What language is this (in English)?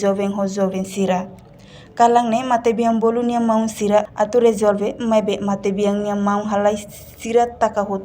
Tetum